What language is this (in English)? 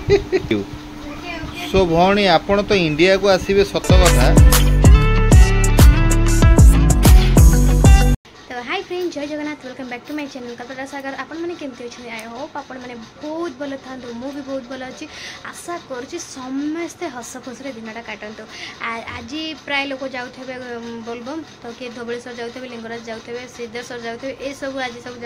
Odia